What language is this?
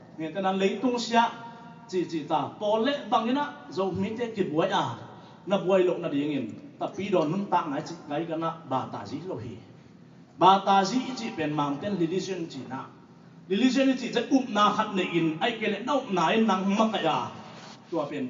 Tedim Chin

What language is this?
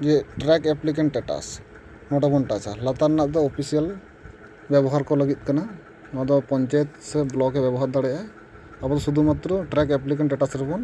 Santali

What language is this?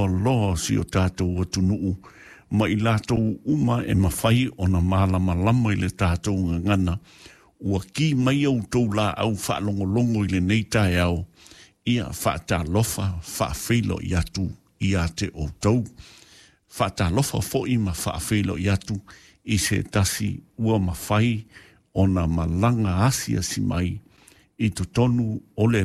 Samoan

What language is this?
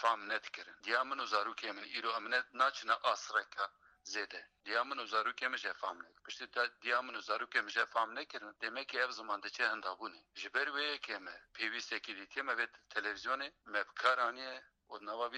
Kurdish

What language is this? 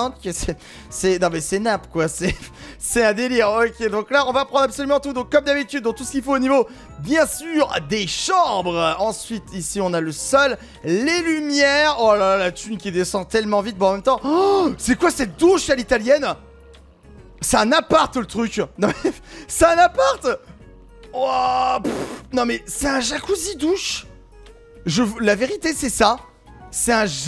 French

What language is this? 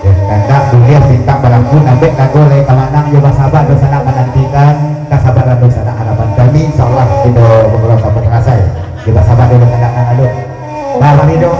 Minangkabau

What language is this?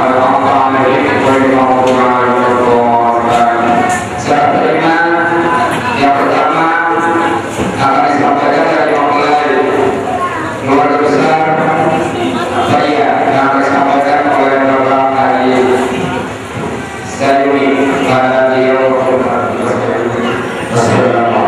Indonesian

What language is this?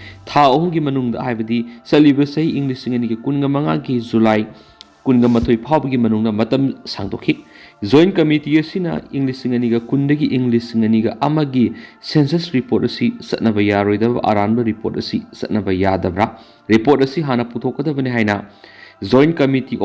Manipuri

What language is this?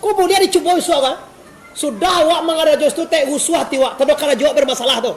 Minangkabau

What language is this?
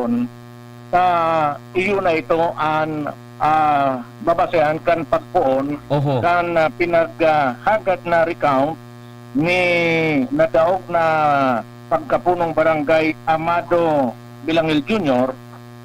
Bikol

